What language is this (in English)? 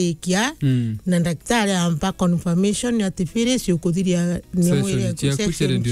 Meru